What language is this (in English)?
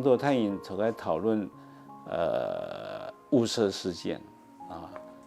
Hakka Chinese